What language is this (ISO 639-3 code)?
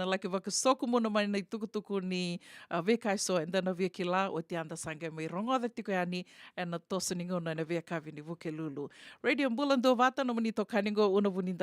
fij